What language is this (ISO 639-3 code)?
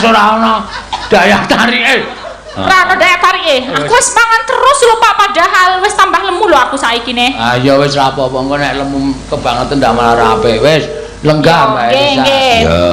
jav